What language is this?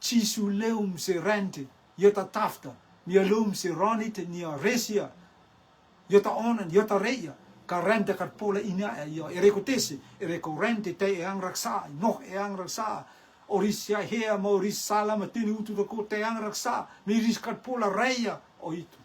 Rotuman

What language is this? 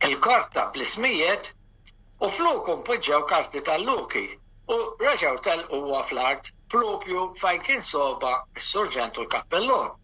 Maltese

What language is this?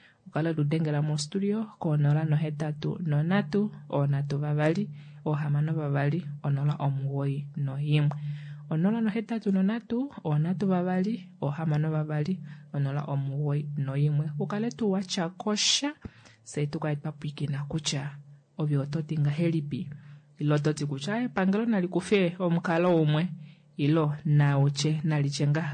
Kuanyama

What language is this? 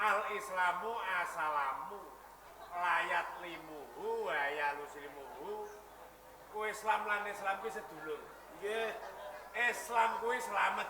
Javanese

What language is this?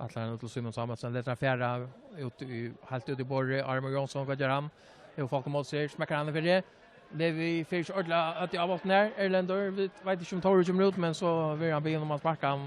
Faroese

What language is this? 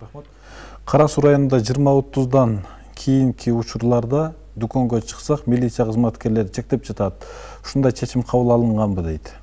Kyrgyz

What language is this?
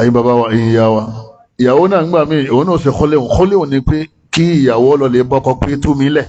Yoruba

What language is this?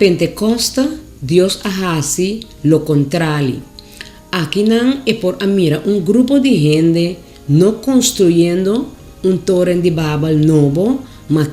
Papiamento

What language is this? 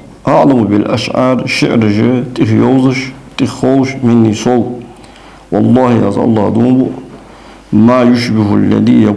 Ingush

